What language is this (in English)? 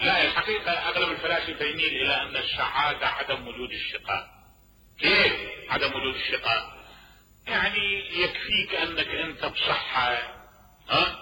Mesopotamian Arabic